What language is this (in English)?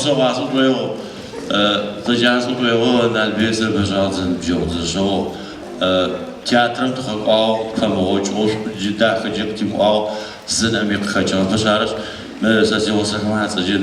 Adyghe